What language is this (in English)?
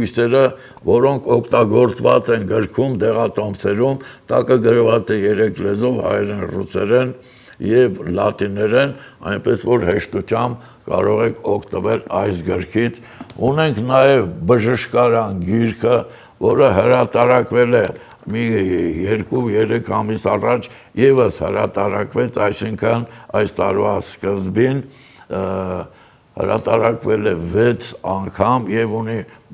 Armenian